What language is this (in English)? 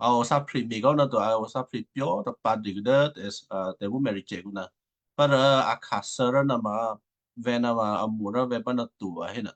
Western Kayah